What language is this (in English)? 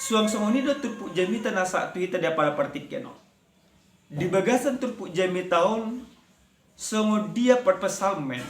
Batak Toba